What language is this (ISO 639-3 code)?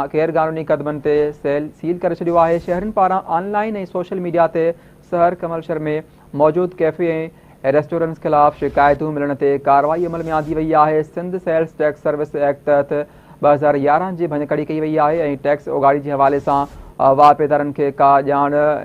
snd